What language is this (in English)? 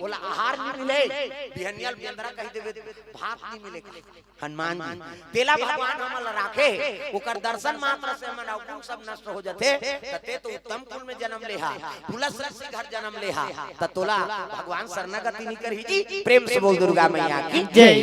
Chhattisgarhi